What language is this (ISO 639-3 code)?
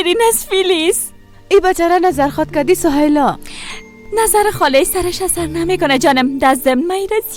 fas